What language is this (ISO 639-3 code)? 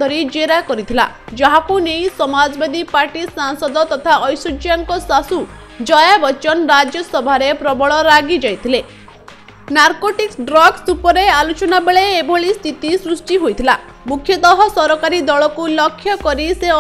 ori